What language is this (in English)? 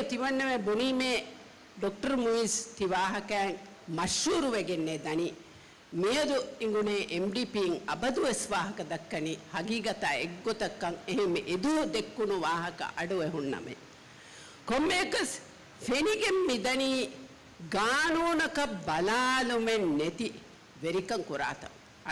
Divehi